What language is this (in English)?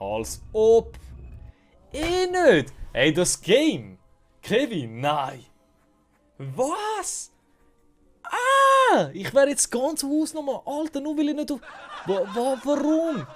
Swiss German